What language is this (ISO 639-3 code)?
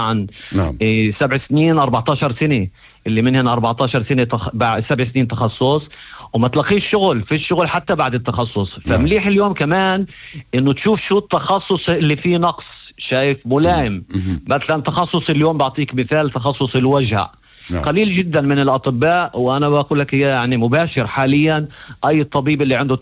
apc